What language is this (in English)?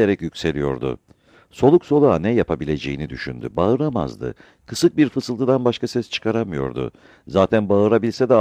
Turkish